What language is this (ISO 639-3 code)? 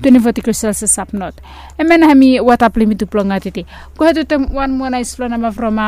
bis